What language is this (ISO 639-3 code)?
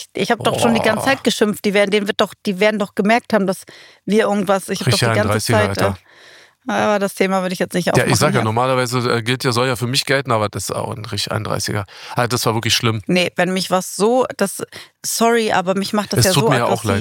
deu